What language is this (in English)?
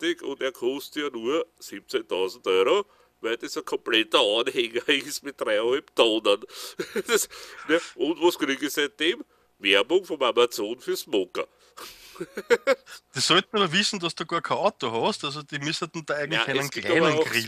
German